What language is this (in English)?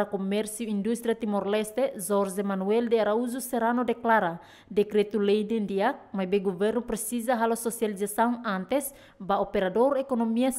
Tetum